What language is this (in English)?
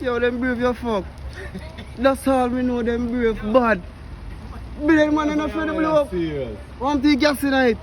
Jamaican Creole English